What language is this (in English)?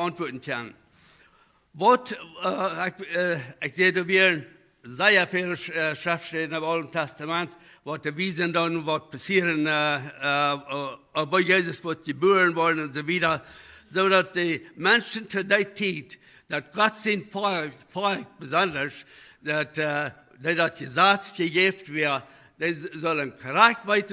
Plautdietsch